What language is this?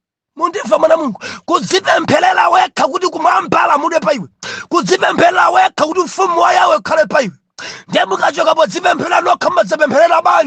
Nyanja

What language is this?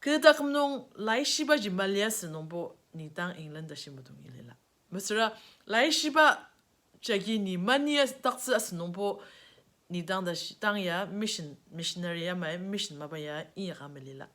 Ao Naga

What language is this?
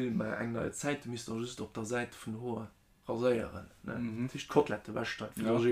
Luxembourgish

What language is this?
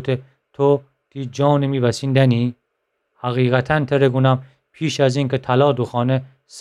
Gilaki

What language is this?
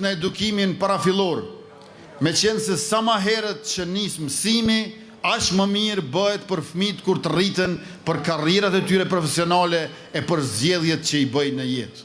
Albanian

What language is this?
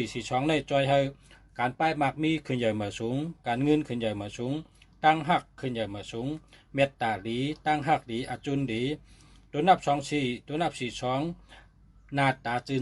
Shan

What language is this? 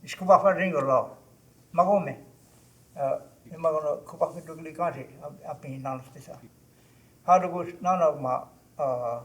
Choctaw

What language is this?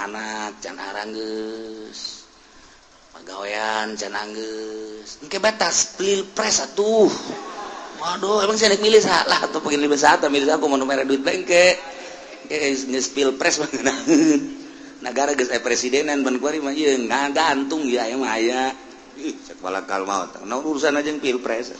Sundanese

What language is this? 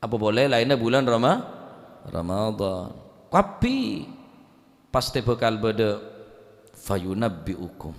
Madurese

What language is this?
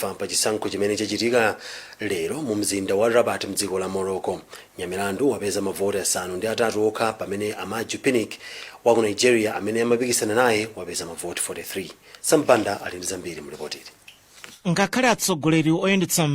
Nyanja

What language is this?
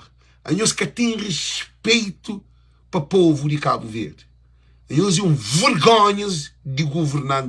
Kabuverdianu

